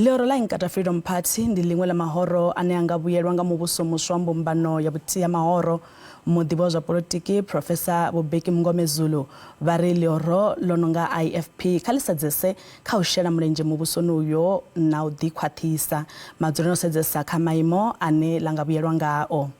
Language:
Venda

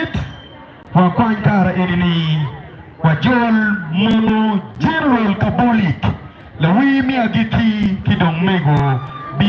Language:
Acoli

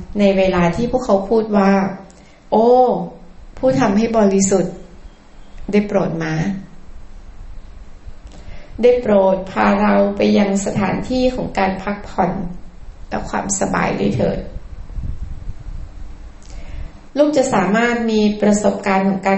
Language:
Thai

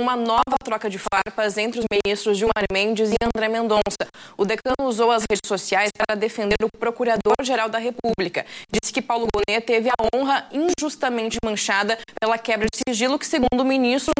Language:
Portuguese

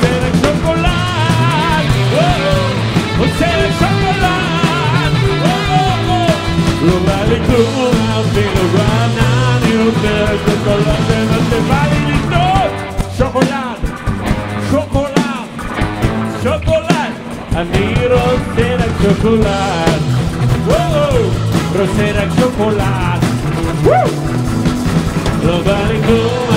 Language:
Hebrew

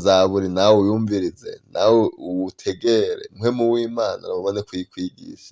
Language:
Rundi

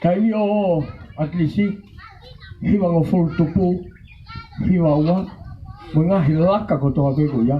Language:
Tongan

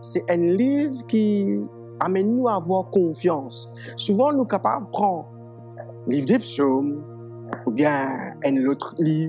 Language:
Morisyen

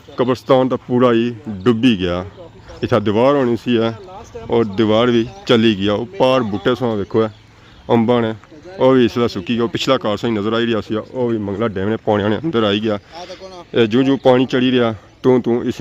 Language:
Pahari-Potwari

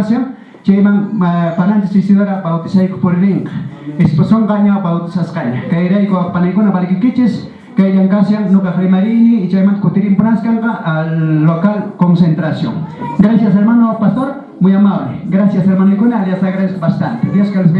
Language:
Quechua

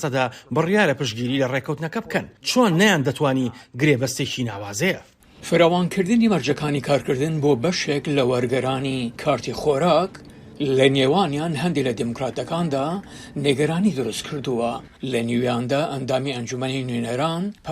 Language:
Central Kurdish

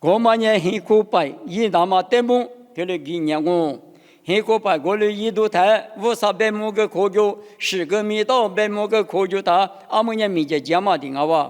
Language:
Lisu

